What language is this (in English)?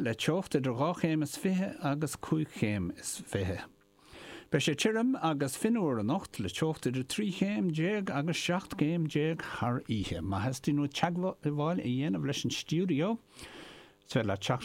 Irish